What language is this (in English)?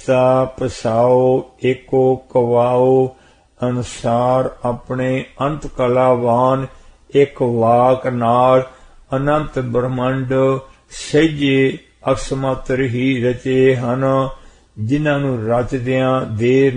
Punjabi